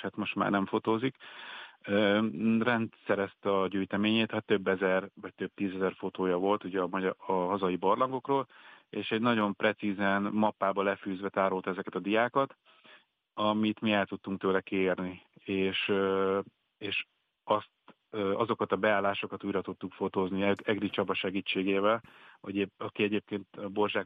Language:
Hungarian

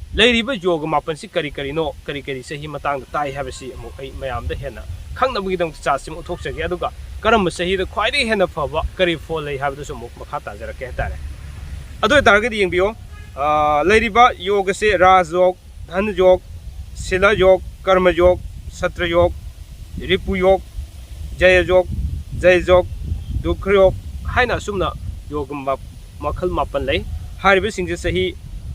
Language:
Manipuri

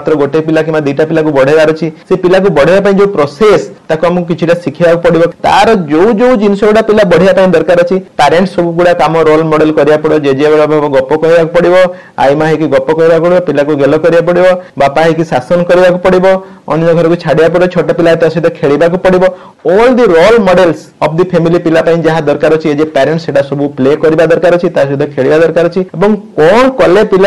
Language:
Odia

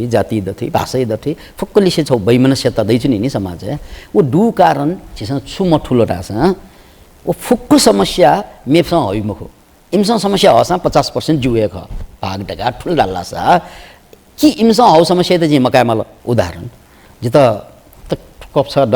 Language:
Newari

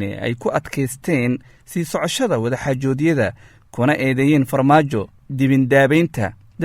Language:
Somali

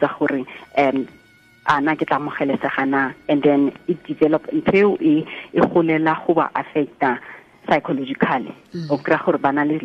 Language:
Tswana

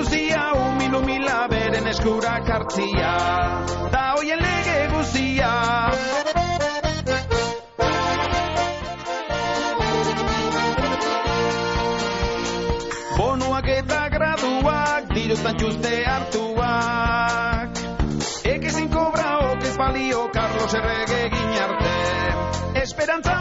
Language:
Basque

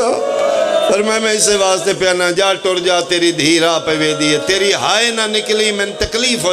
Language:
Pahari-Potwari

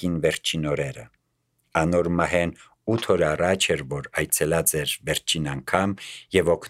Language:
Armenian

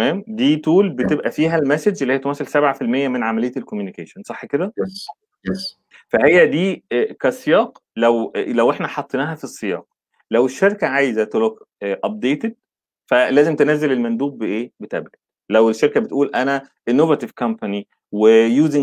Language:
Egyptian Arabic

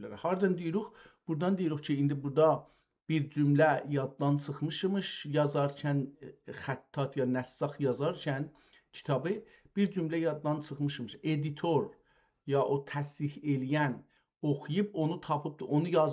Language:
South Azerbaijani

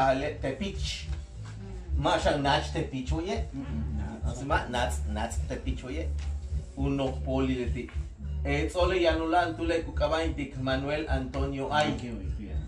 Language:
Yucateco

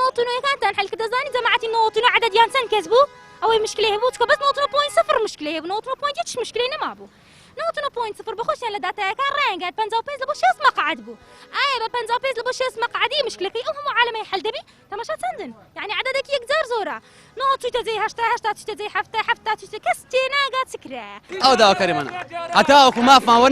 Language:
Central Kurdish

